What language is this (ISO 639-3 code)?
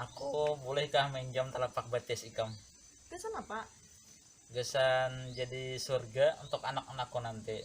bjn